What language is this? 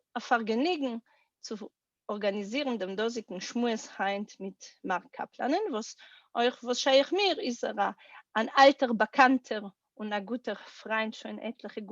Yiddish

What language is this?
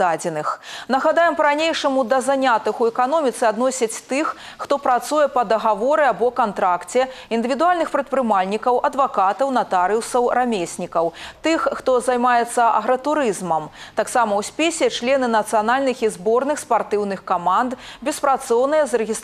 Belarusian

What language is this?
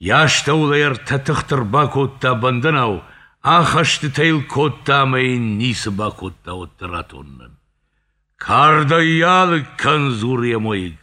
Ossetic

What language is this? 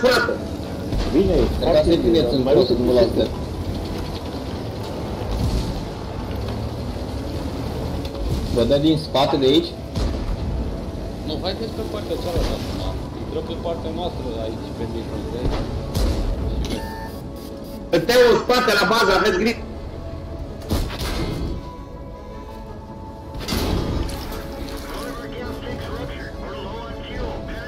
Romanian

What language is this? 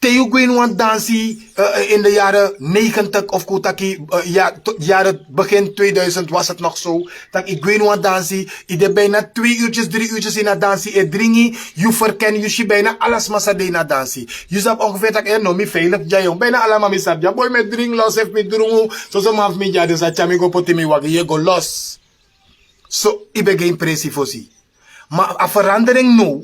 Sranan Tongo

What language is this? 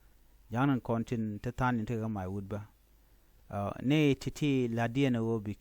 Nuer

